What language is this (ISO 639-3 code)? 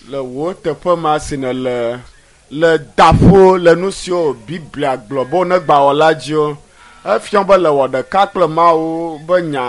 ewe